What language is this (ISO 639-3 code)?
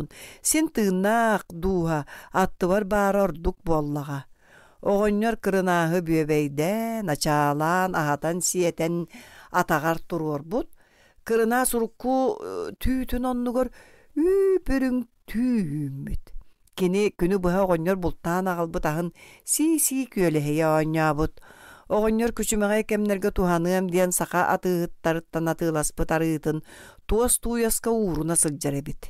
sah